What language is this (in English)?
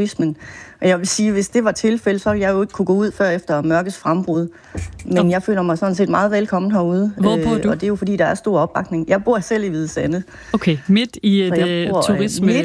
Danish